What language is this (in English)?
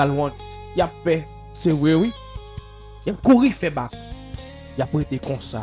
Haitian Creole